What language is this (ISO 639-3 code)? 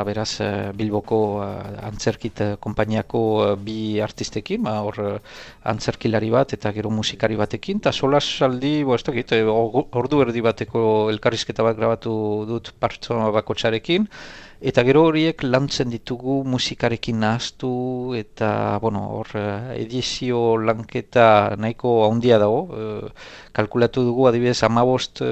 eus